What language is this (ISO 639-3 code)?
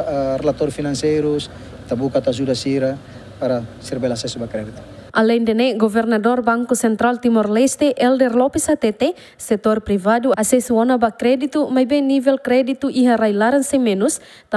tet